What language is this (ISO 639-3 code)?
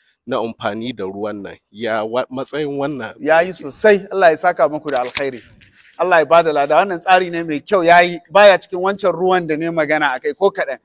hau